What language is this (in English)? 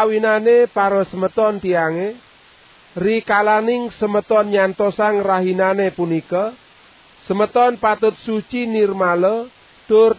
Balinese